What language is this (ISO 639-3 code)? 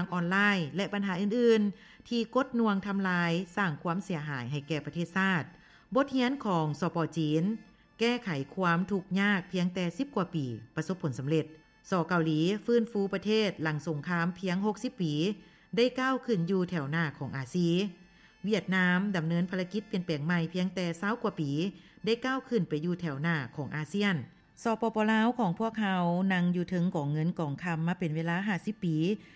lao